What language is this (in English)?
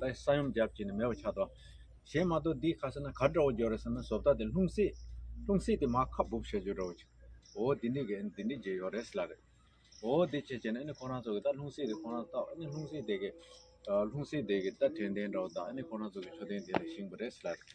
Tibetan